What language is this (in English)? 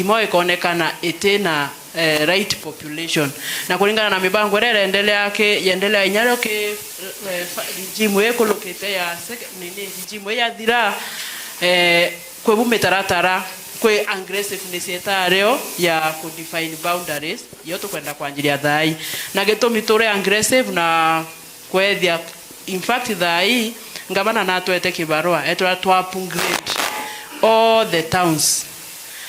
Meru